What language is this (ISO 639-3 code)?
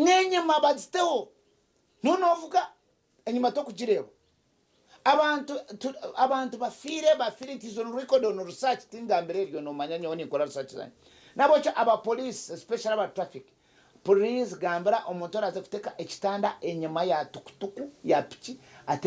nyn